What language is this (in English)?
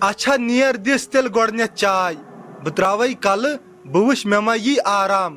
Kashmiri